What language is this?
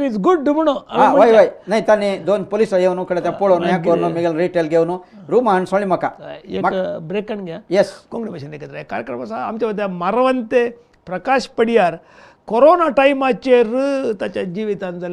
Konkani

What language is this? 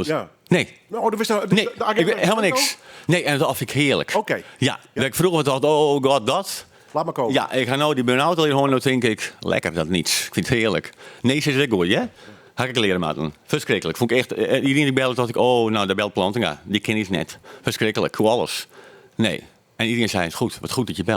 Western Frisian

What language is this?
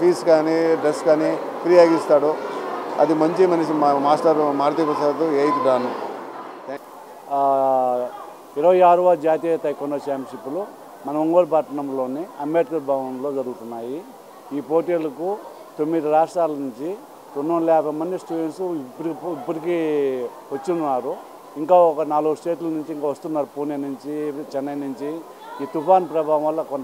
Telugu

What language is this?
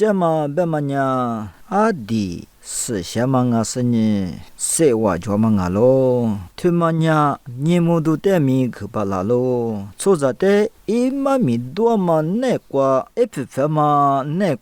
Lisu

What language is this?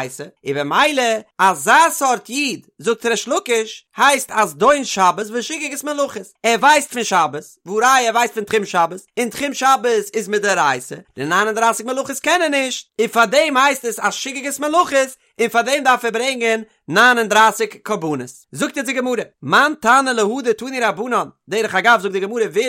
Yiddish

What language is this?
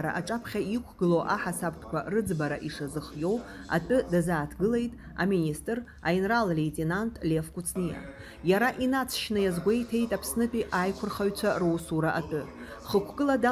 Abkhazian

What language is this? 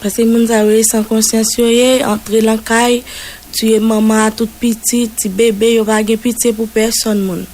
Haitian Creole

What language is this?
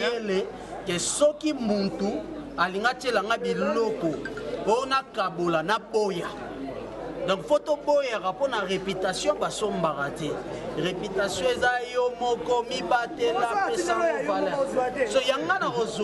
Lingala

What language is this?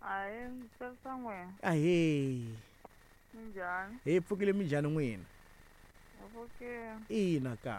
Tsonga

